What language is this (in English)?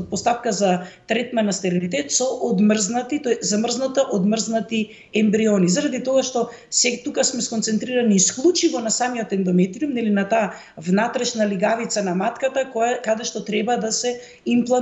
Macedonian